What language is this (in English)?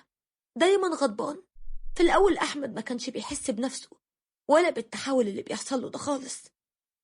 Egyptian Arabic